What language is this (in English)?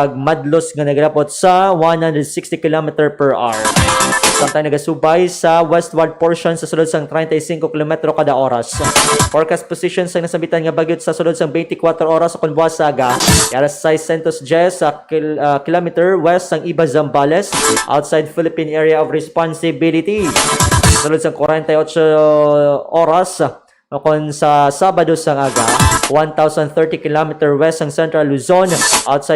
Hiligaynon